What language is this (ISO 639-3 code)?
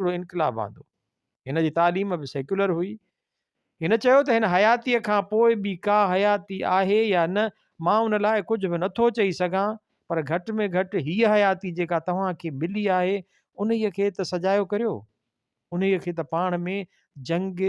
snd